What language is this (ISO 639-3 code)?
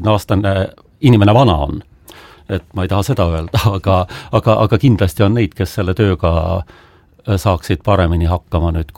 est